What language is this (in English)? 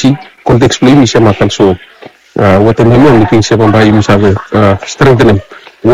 Bislama